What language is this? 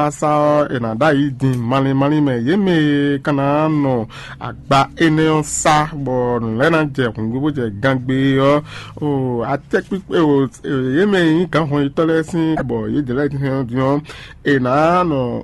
Fon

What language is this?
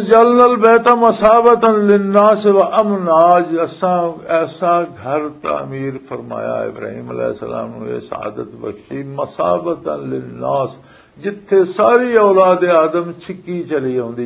Western Panjabi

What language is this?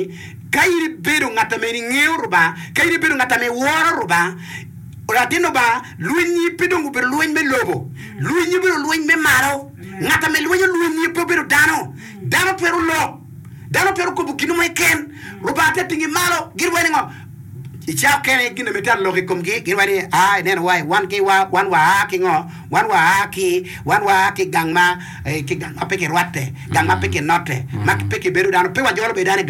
Acoli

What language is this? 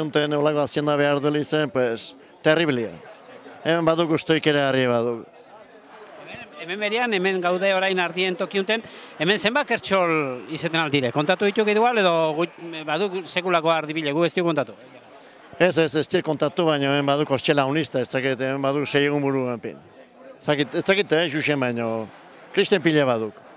Basque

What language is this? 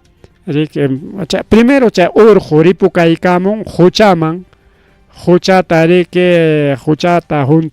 Ayacucho Quechua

